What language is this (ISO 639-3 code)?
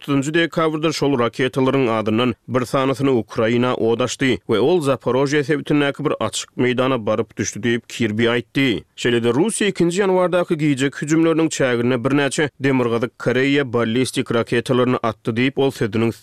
tuk